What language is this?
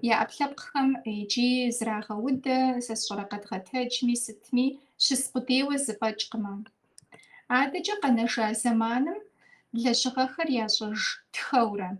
Kabardian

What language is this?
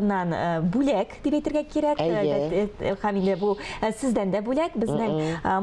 Tatar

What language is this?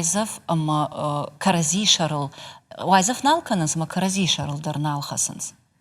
Ossetic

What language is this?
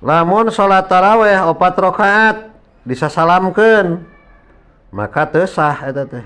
Sundanese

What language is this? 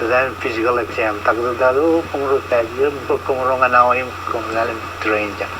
Marshallese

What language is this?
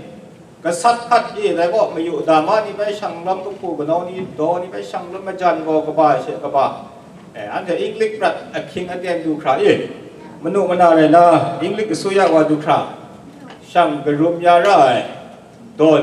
Kachin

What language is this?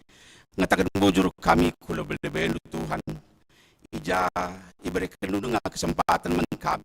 Batak Karo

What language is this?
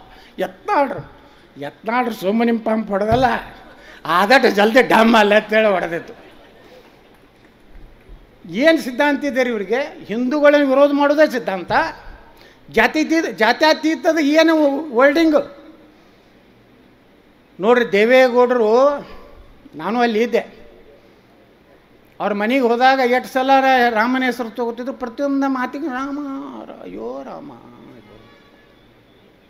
Kannada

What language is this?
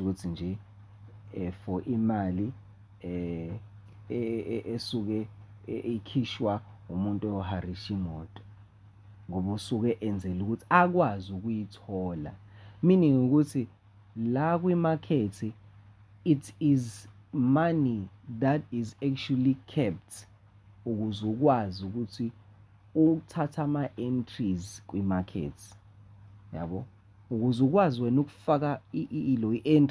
Zulu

